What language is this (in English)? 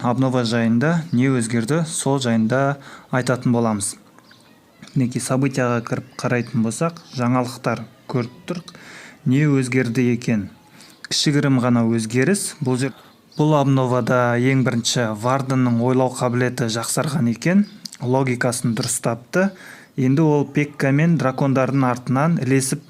Kazakh